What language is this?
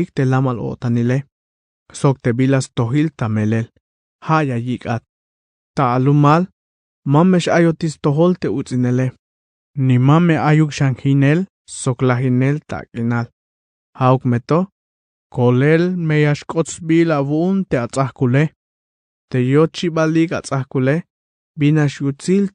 Tzeltal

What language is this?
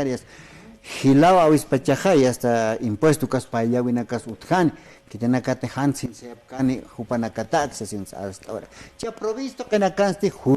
Aymara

